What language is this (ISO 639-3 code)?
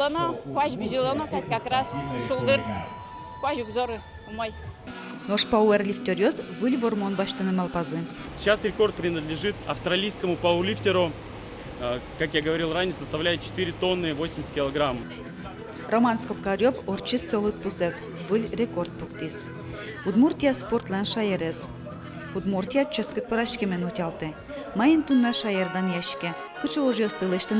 udm